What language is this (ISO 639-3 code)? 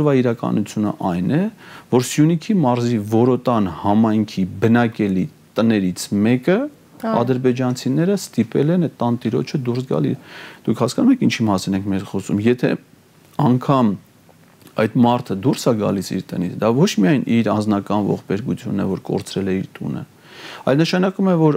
hye